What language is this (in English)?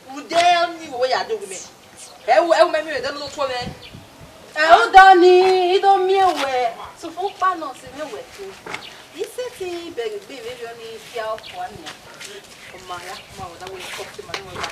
Bini